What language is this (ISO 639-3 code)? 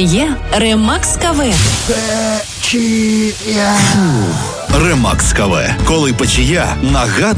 ukr